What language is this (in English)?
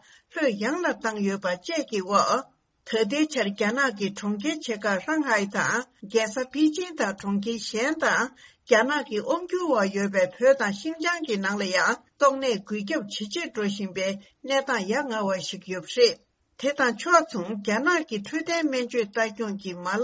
Tibetan